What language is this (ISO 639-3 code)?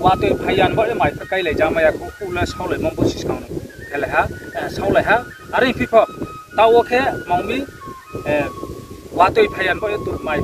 ria